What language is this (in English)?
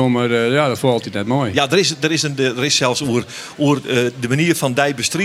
Western Frisian